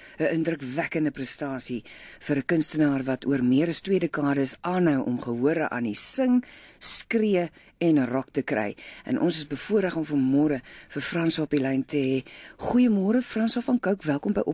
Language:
Afrikaans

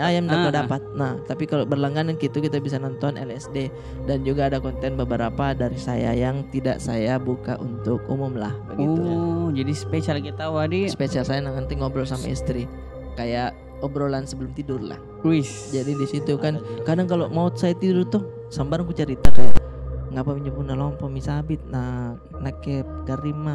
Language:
Makassar Malay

